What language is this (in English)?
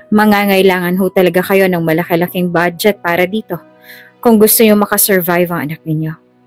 Filipino